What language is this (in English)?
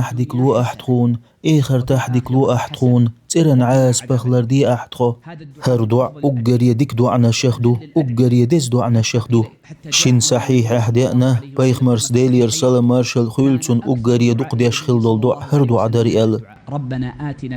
Chechen